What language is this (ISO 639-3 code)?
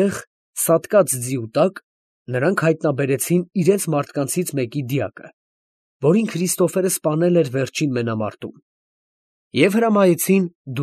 hye